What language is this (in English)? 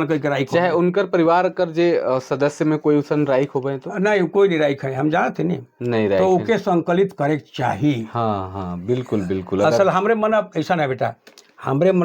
Sadri